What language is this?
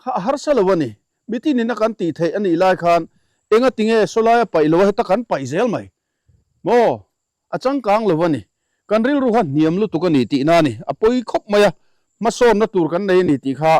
Mizo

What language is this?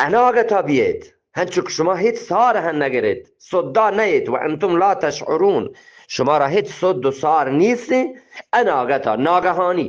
Eastern Balochi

